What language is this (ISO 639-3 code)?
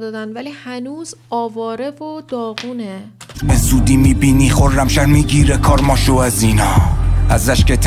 fas